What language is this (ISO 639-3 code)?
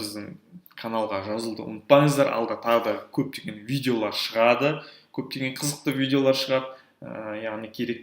kaz